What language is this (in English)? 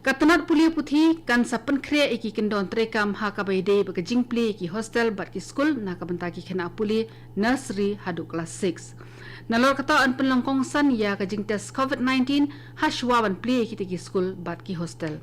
Khasi